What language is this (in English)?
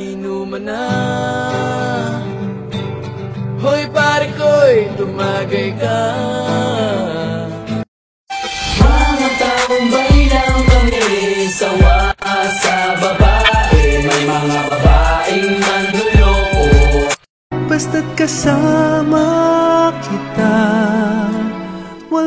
Filipino